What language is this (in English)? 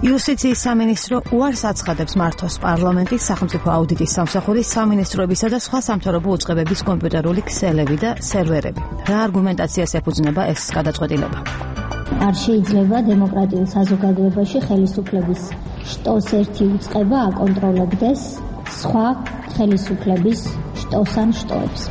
Georgian